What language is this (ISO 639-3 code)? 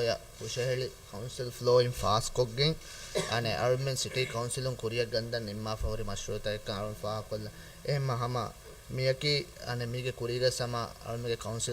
div